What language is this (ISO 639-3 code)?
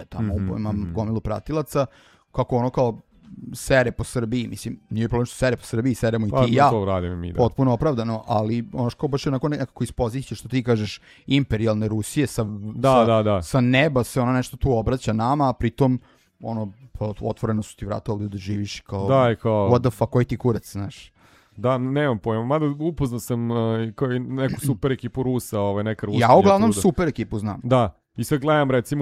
srp